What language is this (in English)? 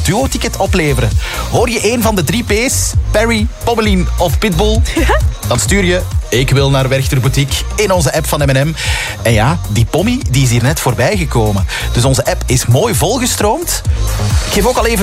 Dutch